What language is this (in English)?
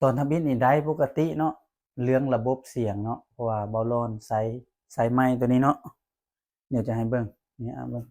Lao